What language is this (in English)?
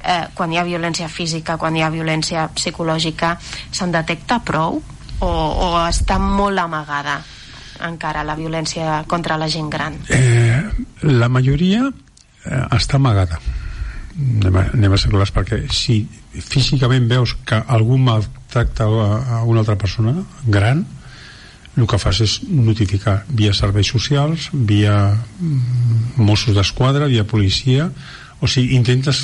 Catalan